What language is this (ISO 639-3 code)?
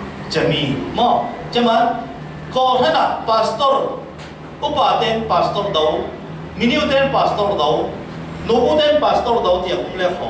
cfm